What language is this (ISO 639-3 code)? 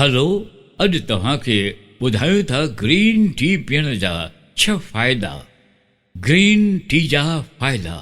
snd